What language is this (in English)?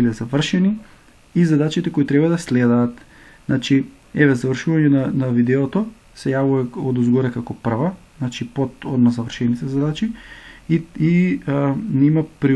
Macedonian